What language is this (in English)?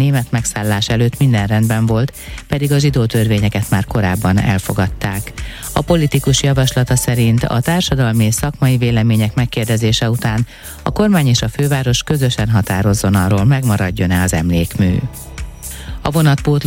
Hungarian